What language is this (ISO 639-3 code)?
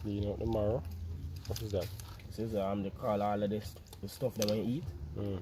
jam